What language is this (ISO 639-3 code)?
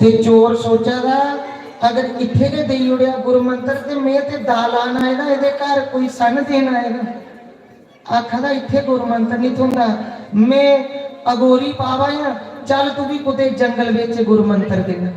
doi